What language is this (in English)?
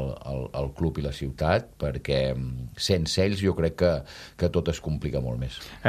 Catalan